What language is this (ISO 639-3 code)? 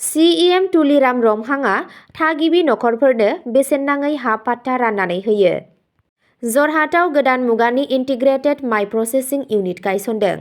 brx